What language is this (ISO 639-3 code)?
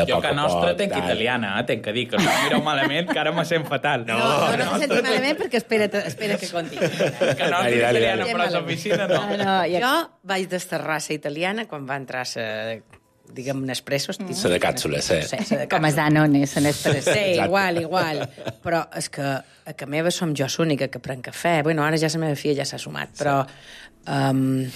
cat